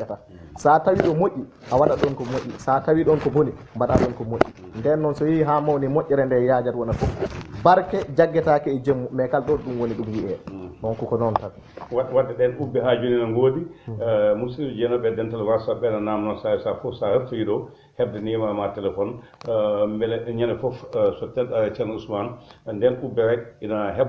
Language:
Fula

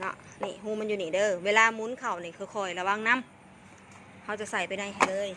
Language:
Northeastern Thai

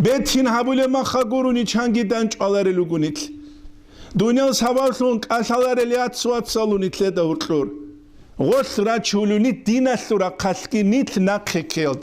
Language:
Avaric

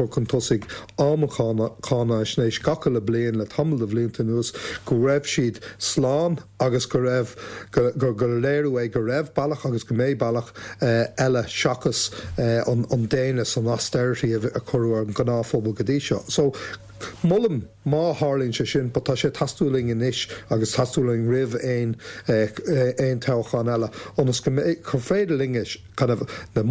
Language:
Irish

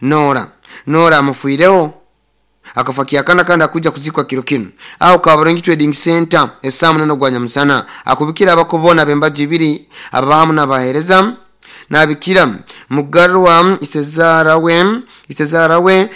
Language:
Nyoro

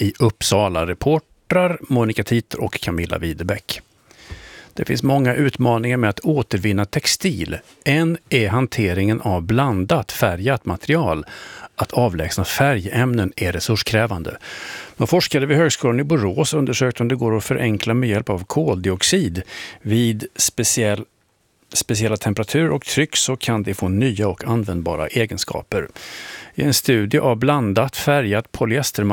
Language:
Swedish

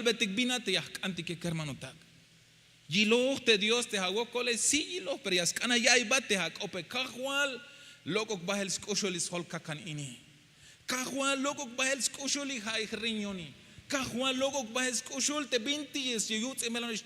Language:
Tzeltal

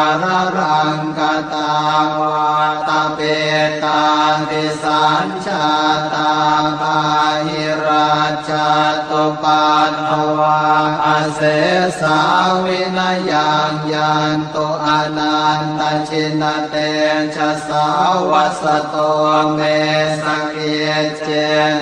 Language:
Pali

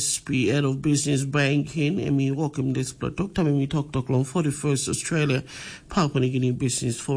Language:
Tok Pisin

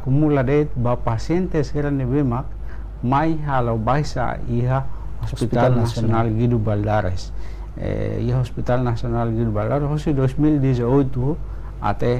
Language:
Tetum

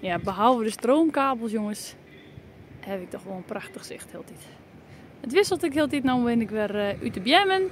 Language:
Western Frisian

